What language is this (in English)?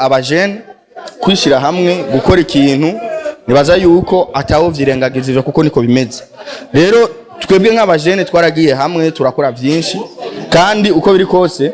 Rundi